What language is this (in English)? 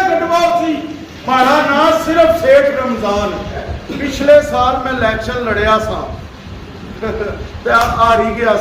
Pahari-Potwari